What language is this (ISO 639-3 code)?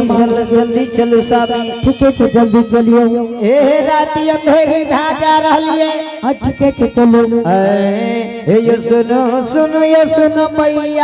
anp